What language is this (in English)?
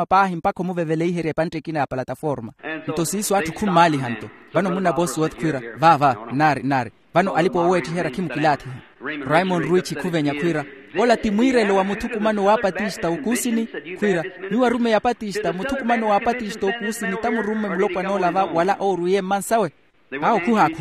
Makhuwa